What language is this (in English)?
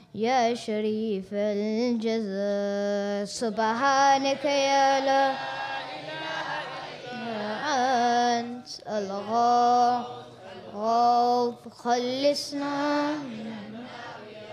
Arabic